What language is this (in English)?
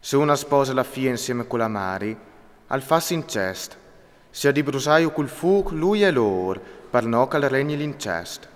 Friulian